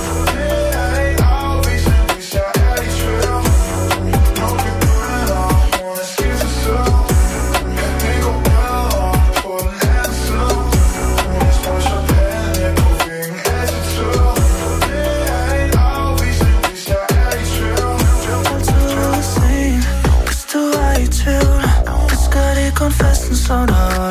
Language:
Danish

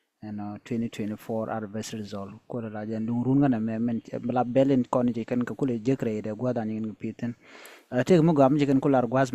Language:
Nuer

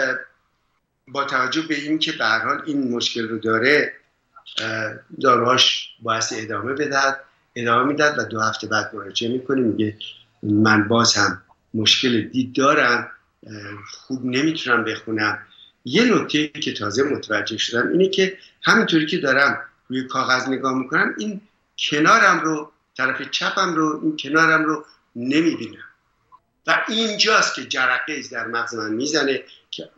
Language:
Persian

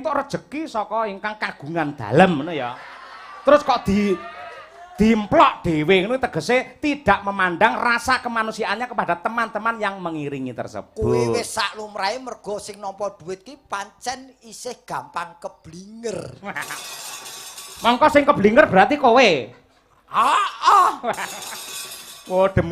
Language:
Javanese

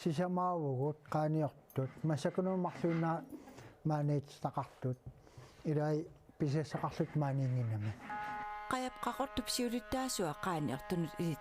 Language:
Kalaallisut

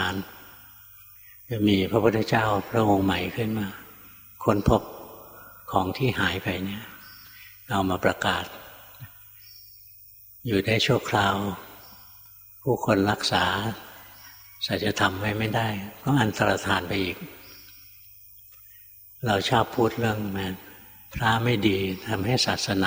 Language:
Thai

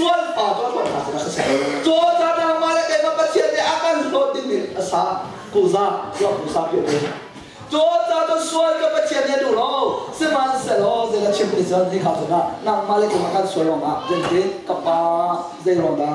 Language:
Hakha Chin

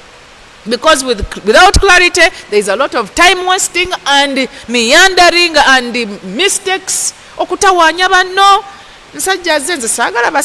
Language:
Ganda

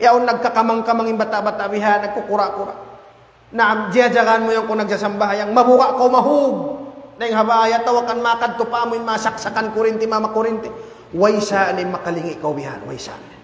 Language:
Tausug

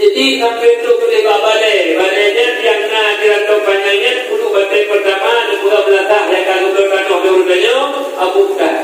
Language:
Achinese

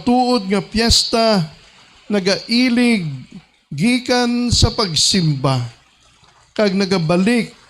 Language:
Hiligaynon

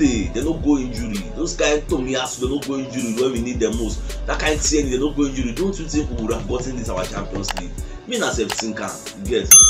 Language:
Nigerian Pidgin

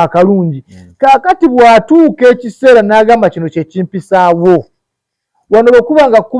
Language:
Ganda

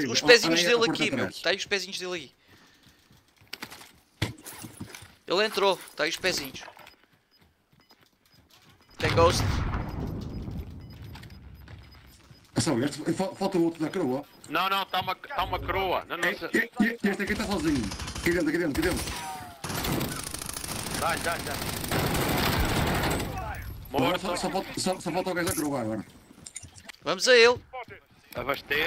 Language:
Portuguese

